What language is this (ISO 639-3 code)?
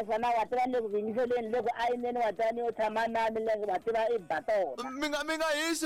tso